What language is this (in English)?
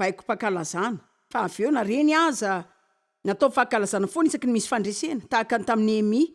Malagasy